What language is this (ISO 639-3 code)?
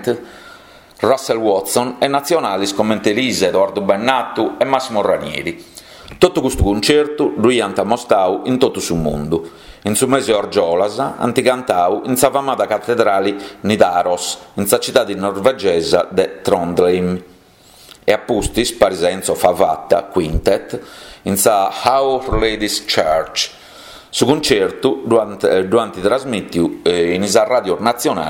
srd